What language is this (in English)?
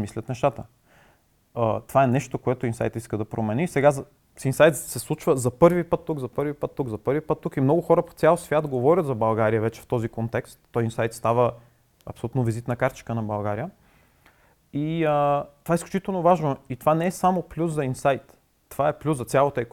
Bulgarian